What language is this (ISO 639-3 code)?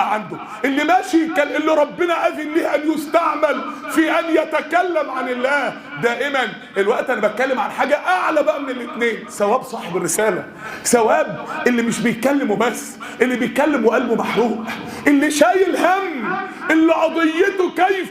arz